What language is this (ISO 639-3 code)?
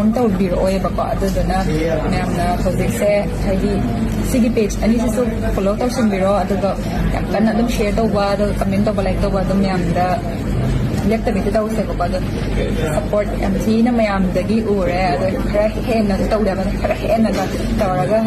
mni